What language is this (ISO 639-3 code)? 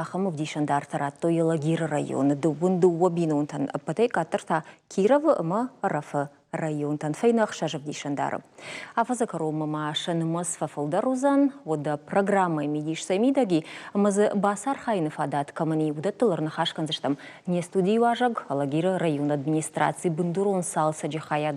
oss